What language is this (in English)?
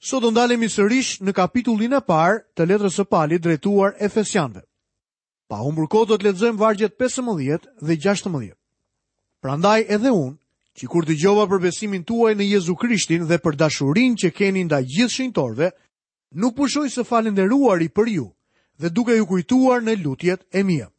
Albanian